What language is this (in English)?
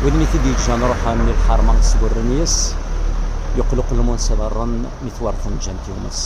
Kabyle